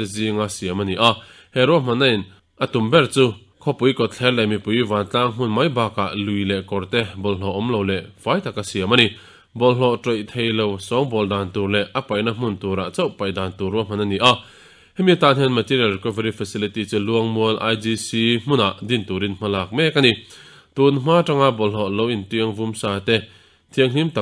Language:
Mizo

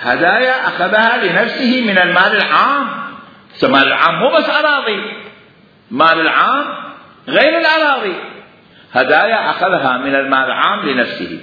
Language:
Mesopotamian Arabic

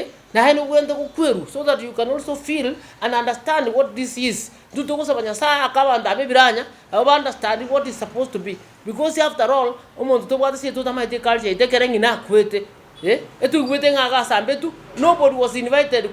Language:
Gusii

